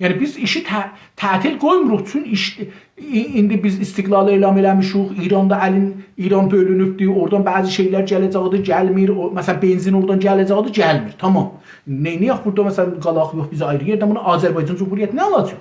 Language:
South Azerbaijani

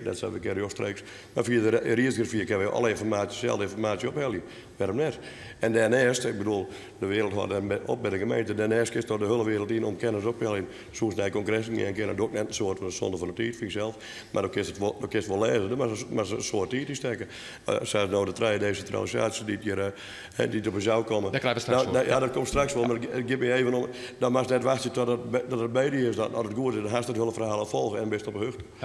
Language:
Western Frisian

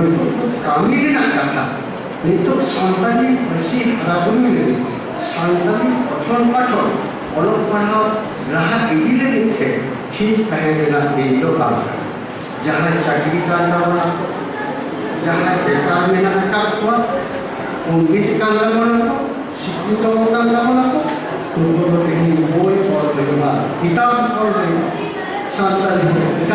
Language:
Santali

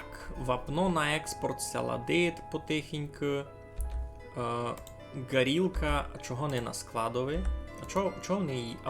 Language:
Rusyn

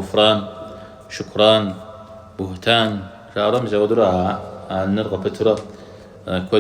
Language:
Kabardian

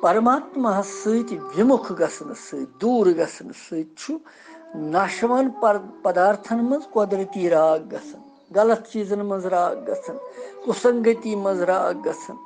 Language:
Kashmiri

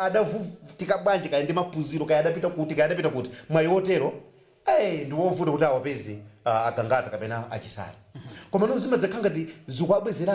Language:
Nyanja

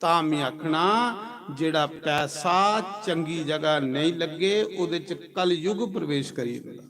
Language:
Dogri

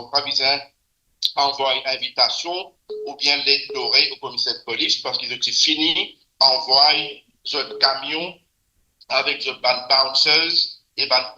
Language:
Morisyen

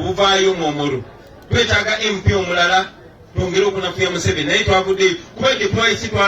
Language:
Ganda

